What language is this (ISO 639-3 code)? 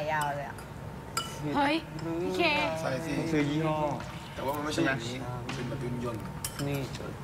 tha